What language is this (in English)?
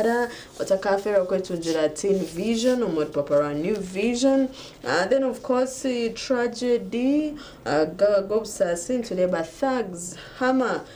Nyankole